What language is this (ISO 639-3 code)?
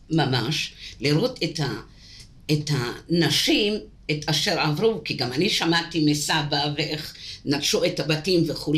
heb